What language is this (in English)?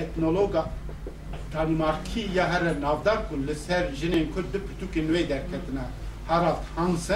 Kurdish